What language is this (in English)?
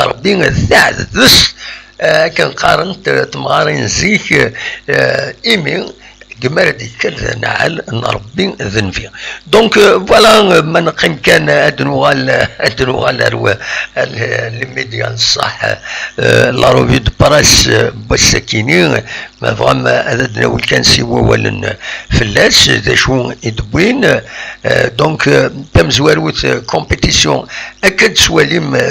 Kabyle